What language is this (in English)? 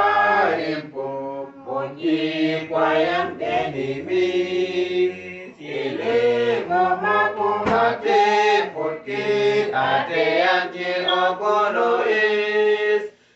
Uduk